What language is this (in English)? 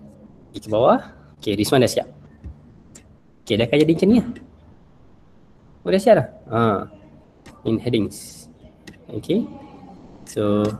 Malay